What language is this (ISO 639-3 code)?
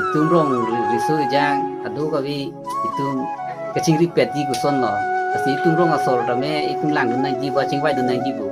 mjw